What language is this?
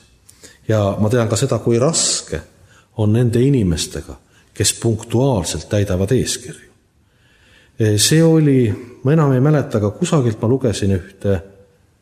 Estonian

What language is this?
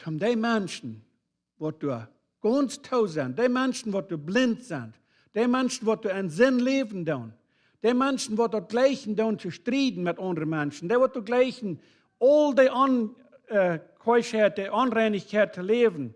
Plautdietsch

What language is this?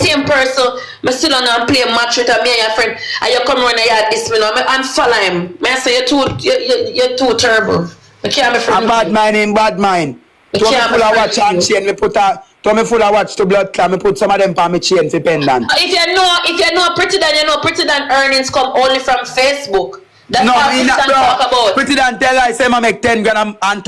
Jamaican Creole English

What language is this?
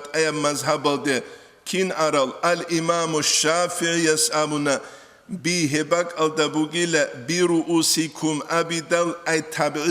Avaric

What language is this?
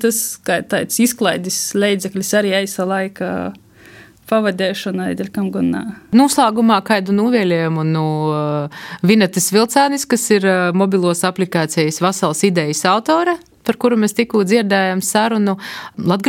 Latvian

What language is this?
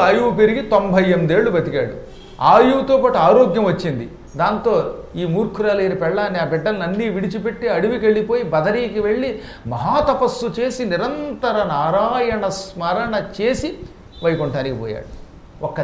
Telugu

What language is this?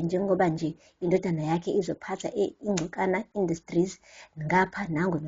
Zulu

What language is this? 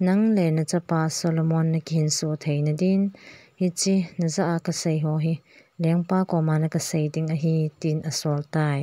Thado Chin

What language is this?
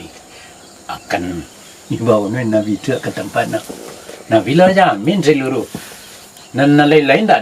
Minangkabau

